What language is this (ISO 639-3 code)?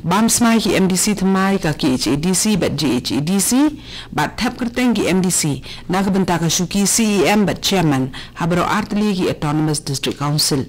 kha